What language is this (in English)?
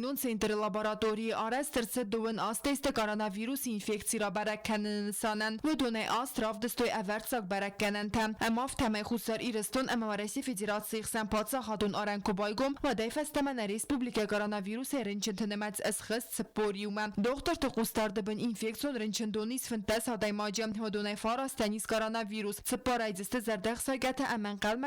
Ossetic